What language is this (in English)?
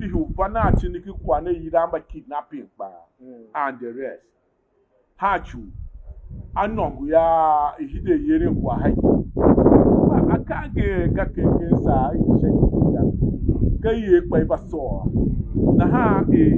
Tiv